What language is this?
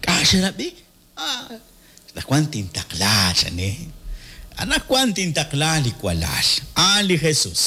Kekchí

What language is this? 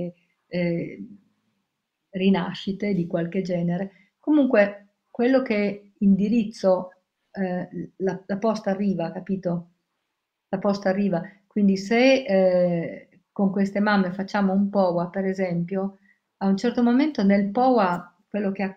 Italian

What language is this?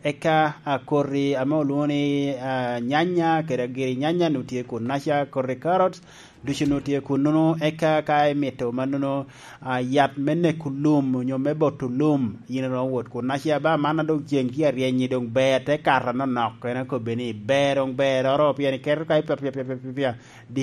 Lango (Uganda)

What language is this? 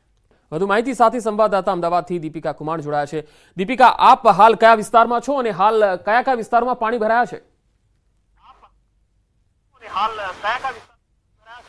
Gujarati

